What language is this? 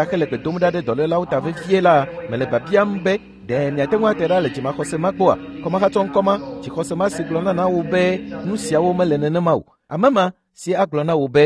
Ewe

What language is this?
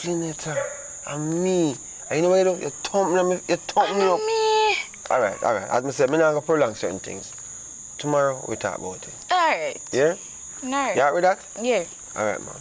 Jamaican Creole English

